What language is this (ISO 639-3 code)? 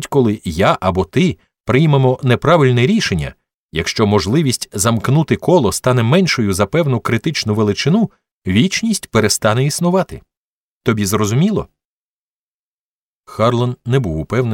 ukr